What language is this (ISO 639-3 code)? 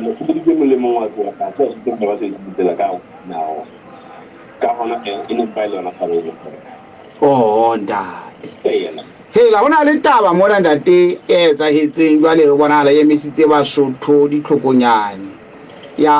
sot